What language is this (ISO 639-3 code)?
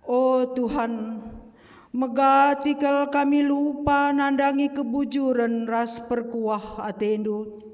btx